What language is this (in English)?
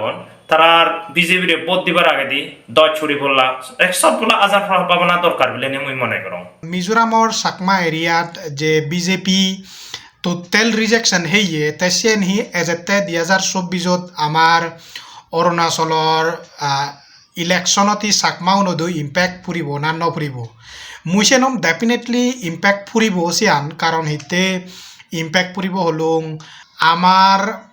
Chakma